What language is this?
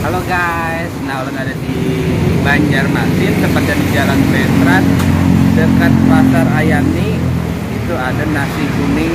Banjar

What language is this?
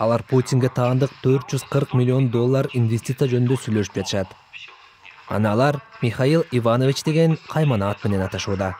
Kyrgyz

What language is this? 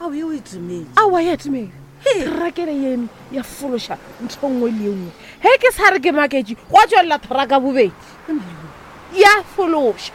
Northern Sotho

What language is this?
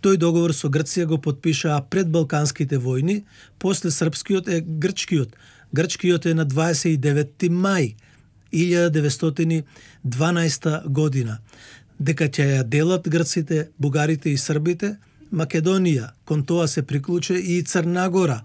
Macedonian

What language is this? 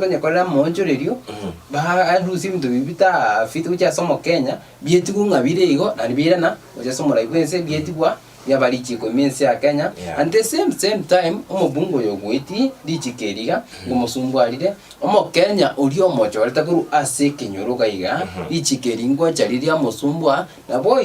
Gusii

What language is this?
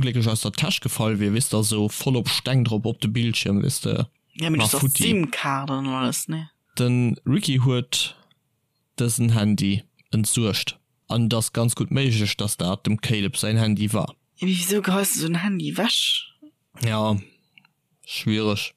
Luxembourgish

